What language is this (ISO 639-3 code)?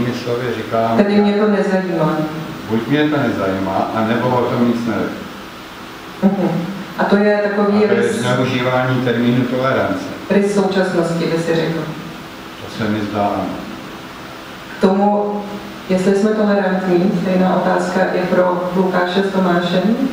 ces